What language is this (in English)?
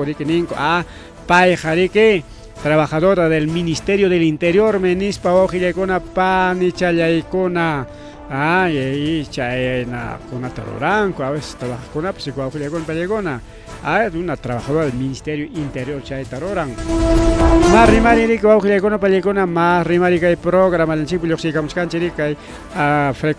Ayacucho Quechua